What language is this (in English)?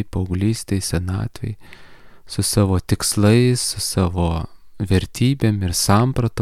Lithuanian